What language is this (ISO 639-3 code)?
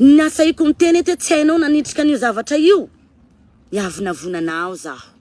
mlg